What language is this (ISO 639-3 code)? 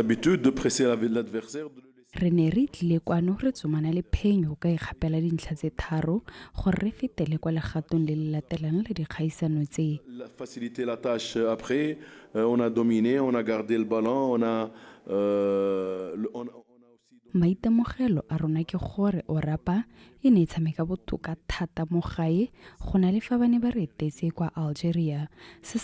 tsn